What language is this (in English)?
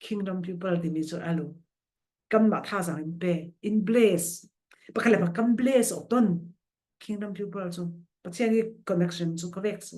Falam Chin